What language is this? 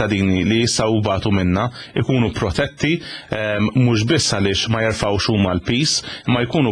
Maltese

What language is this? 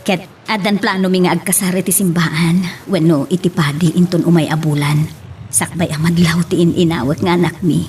Iloko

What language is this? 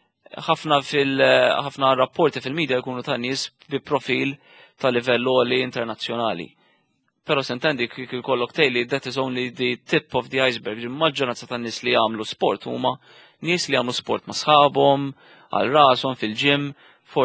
Maltese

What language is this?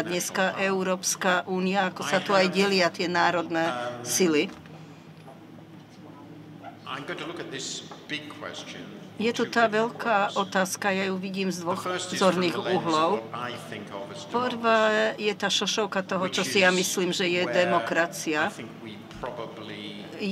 Slovak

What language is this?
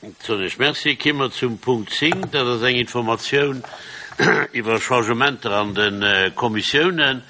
Luxembourgish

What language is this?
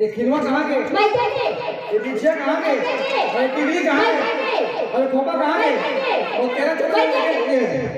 Chhattisgarhi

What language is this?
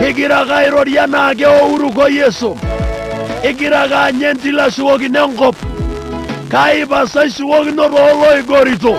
Masai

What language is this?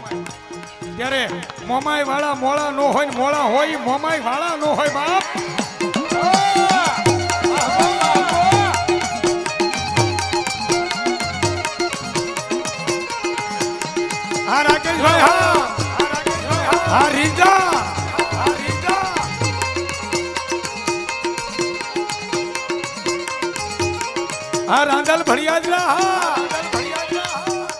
Gujarati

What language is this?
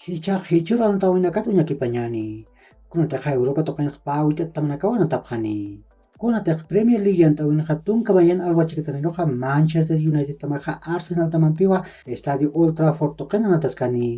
Aymara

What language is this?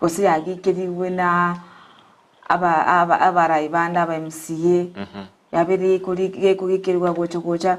Gusii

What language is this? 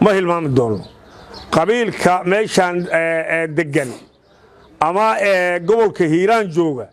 Somali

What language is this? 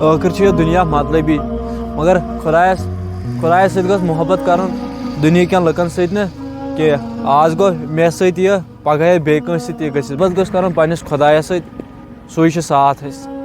Kashmiri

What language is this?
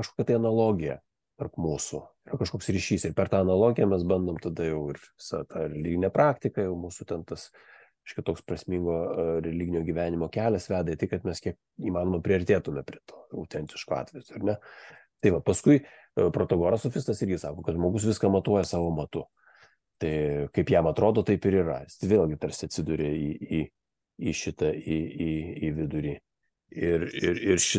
Lithuanian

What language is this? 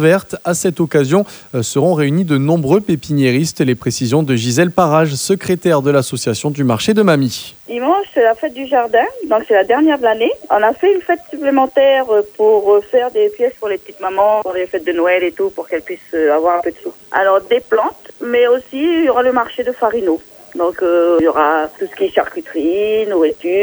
French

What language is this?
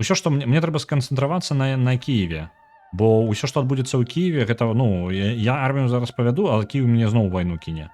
Belarusian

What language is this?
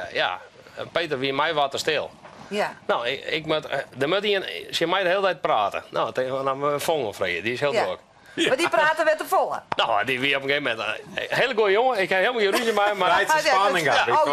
Western Frisian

